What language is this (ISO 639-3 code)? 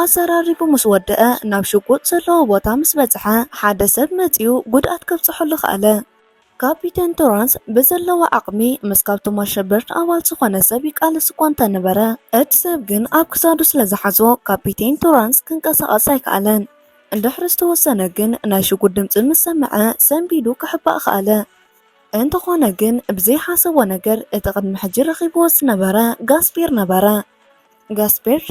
tir